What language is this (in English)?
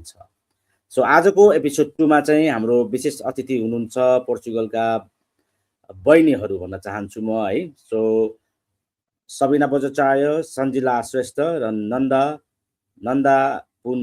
Nepali